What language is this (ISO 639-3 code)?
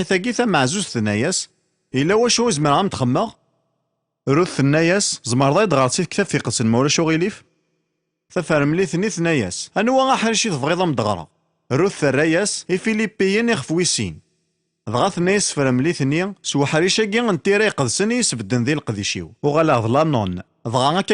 kab